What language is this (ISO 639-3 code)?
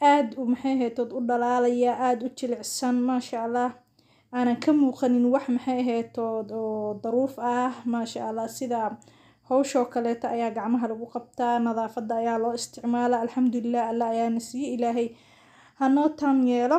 som